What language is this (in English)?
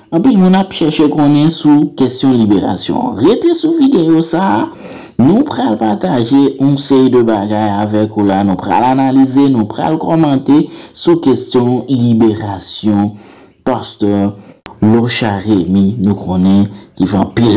Haitian Creole